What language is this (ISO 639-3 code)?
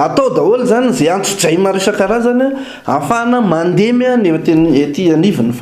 mlg